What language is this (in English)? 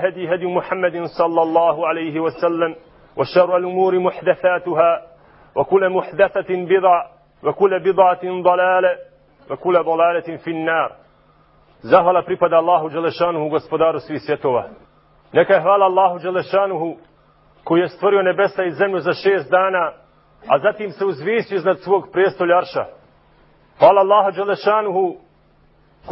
Bosnian